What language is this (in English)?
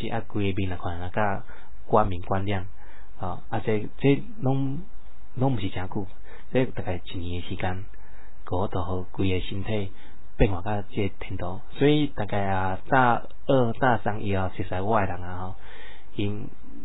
Min Nan Chinese